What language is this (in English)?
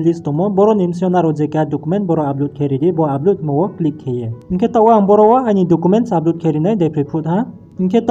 Riang (India)